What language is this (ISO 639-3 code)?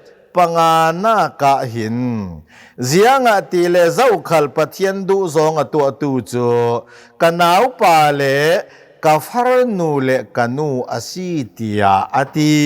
cnh